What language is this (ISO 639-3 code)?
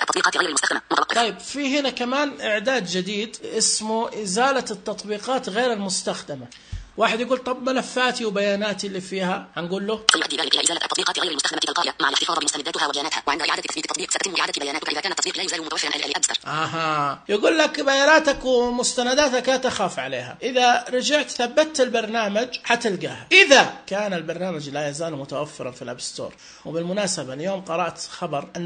ars